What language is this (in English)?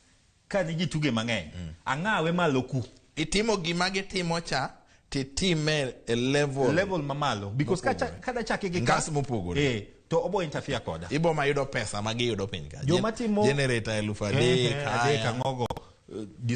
Luo (Kenya and Tanzania)